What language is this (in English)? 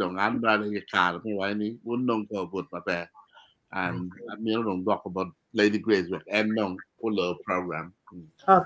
Acoli